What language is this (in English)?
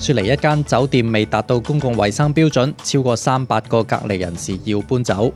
Cantonese